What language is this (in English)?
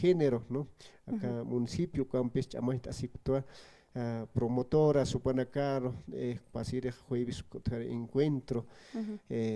Aymara